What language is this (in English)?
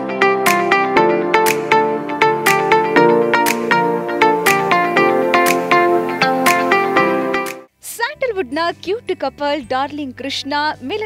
Kannada